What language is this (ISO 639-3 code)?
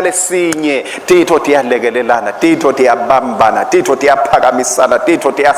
ssw